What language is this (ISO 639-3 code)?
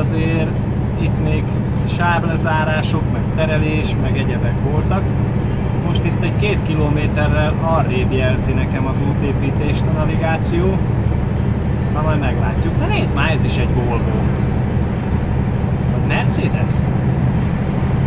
hun